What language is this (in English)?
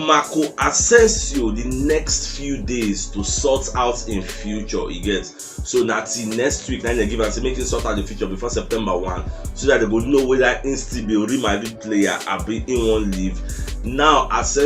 Nigerian Pidgin